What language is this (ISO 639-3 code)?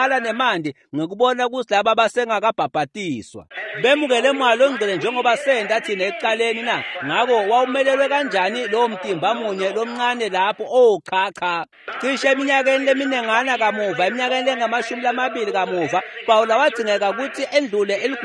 ssw